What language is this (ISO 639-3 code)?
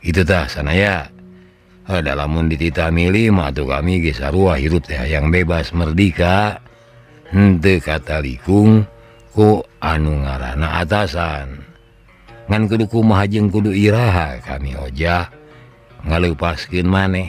sun